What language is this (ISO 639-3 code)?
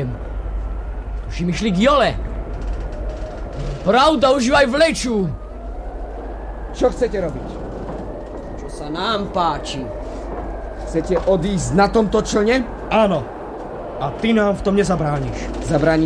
slk